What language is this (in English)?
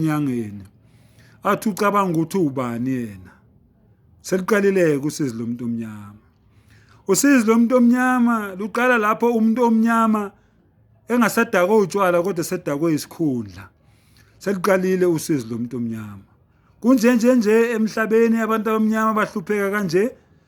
Zulu